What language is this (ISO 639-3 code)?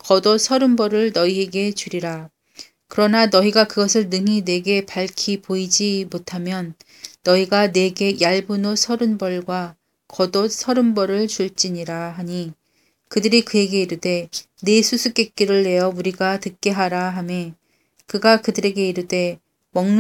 kor